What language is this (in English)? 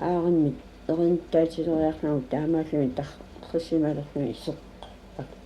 Kalaallisut